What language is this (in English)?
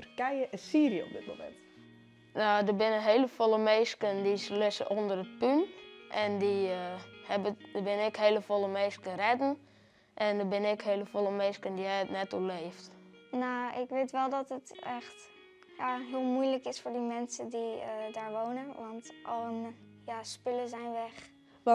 Western Frisian